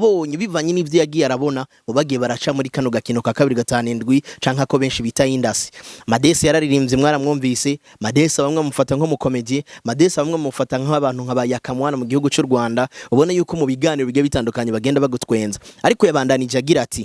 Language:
Rundi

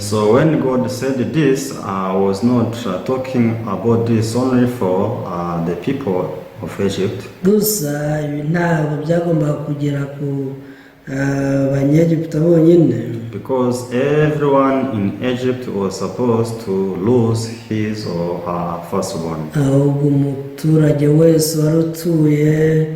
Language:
Kinyarwanda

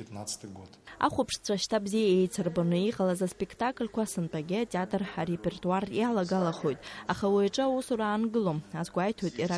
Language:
Abkhazian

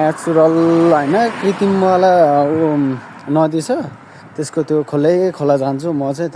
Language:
Nepali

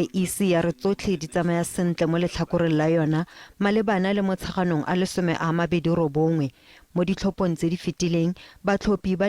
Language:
Tswana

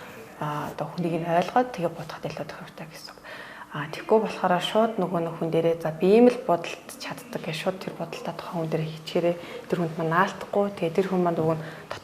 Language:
Mongolian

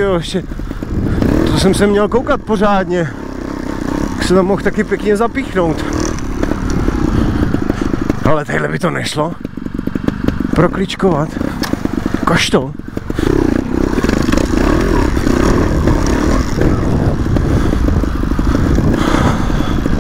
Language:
Czech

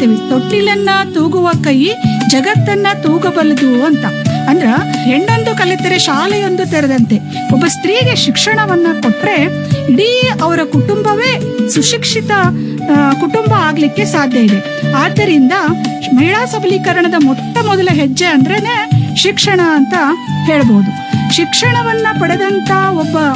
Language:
Kannada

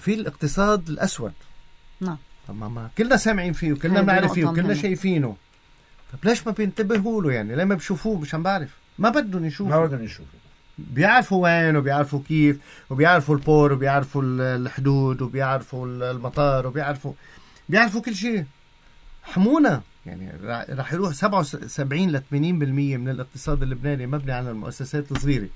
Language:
North Levantine Arabic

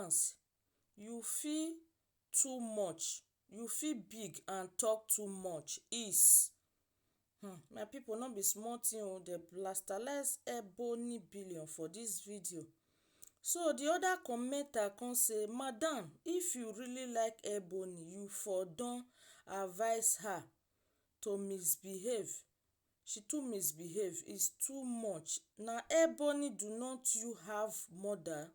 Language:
Nigerian Pidgin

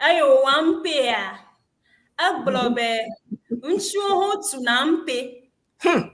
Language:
Ewe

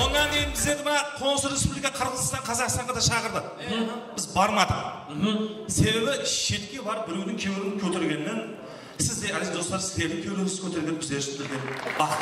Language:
Kara-Kalpak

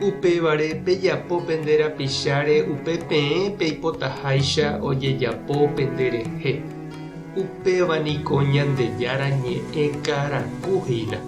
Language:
Guarani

